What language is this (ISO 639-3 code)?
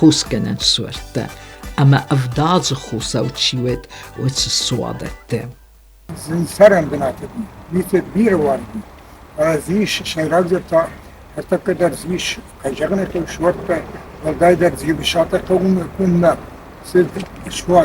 oss